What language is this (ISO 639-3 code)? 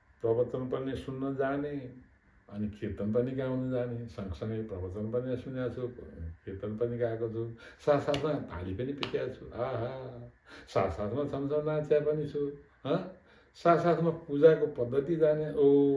nep